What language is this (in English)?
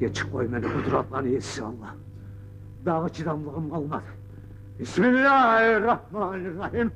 Kumyk